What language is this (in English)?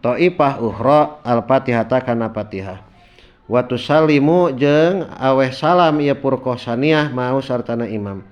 Sundanese